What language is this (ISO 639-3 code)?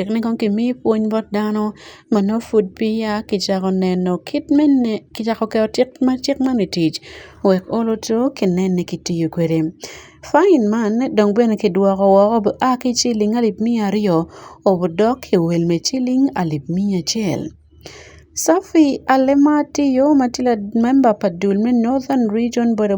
ach